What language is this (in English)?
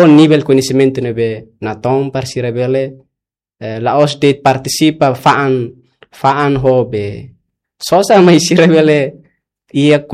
Tetum